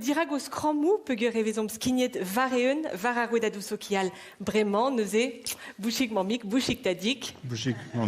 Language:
Breton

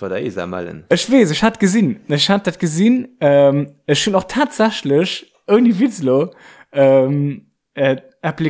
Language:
Luxembourgish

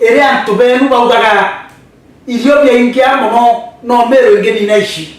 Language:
Meru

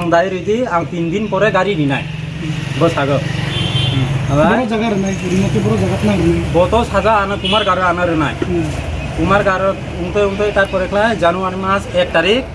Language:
Riang (India)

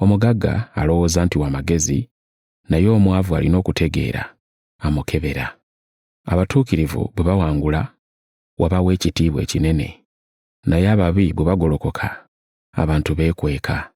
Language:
Ganda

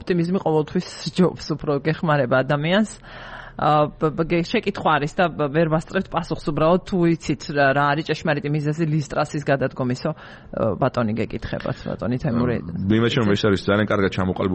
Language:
Georgian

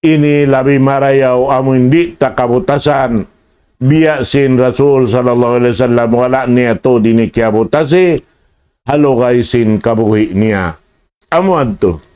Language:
Tausug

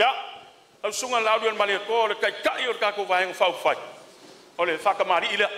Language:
Samoan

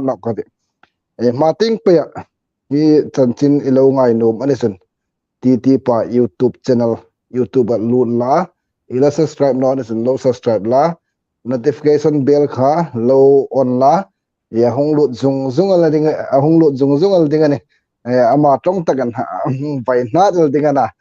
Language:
Hmar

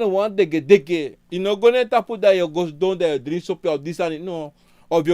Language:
Sranan Tongo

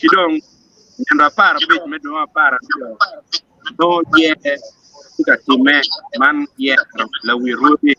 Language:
Acoli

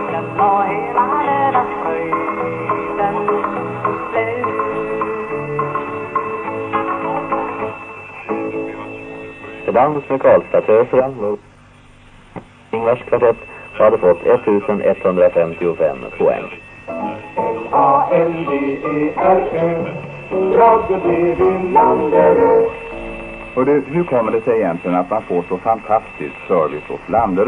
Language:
Swedish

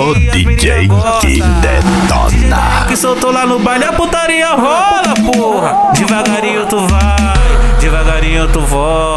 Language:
Portuguese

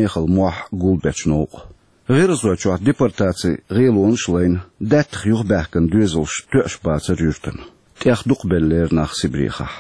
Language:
Chechen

